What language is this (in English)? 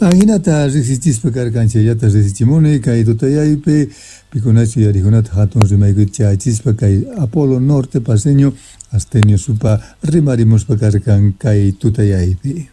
South Bolivian Quechua